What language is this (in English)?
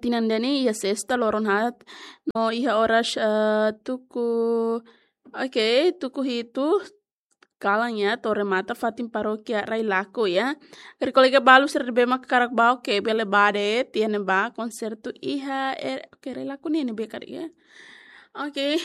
Tetum